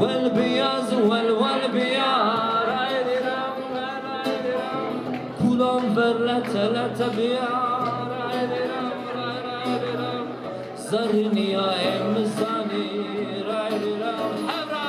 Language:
Kurdish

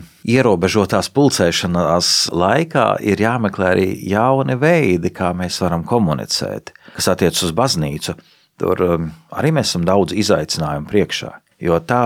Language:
Latvian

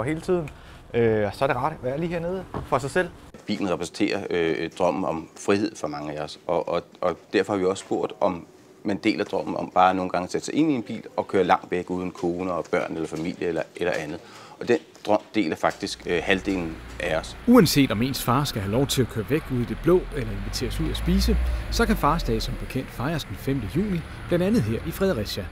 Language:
Danish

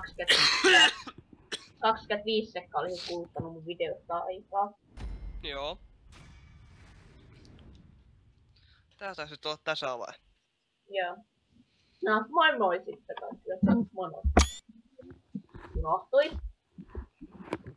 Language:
Finnish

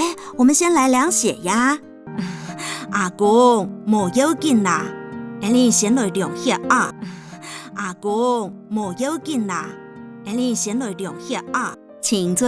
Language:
Hakka Chinese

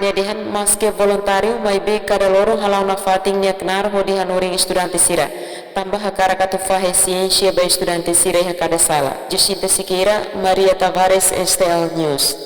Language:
Tetum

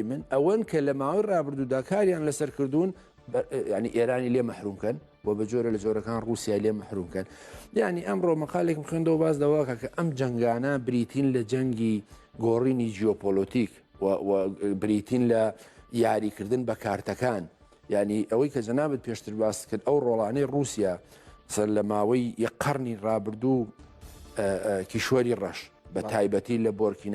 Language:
Central Kurdish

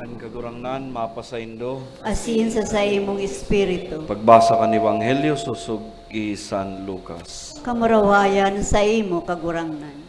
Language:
Bikol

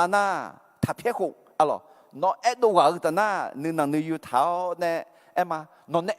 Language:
Akha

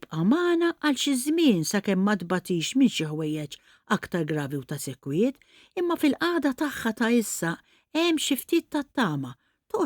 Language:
Maltese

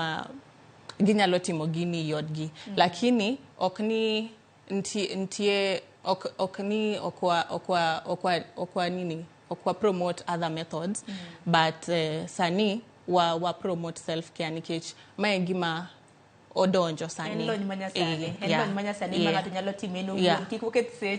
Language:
Luo (Kenya and Tanzania)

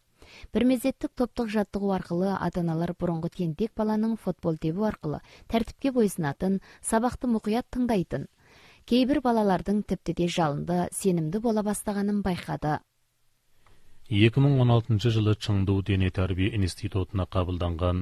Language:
Kazakh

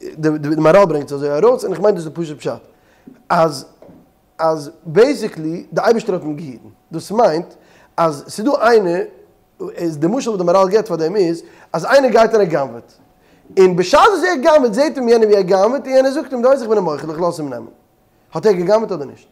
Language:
Yiddish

